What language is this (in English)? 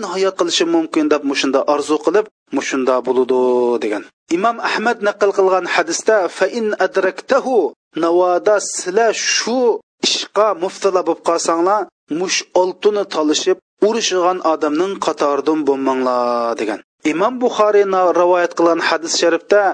Uyghur